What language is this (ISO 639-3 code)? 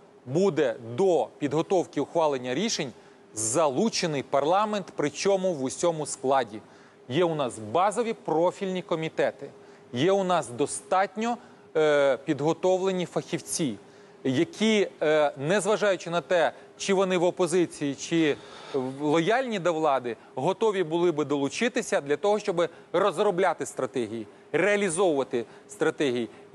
ukr